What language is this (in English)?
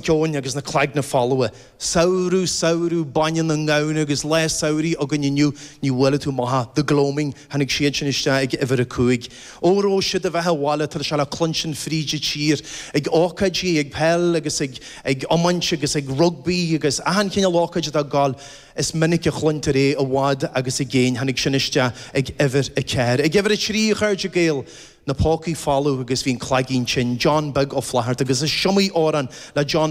Irish